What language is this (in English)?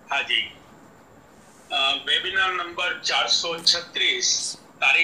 Gujarati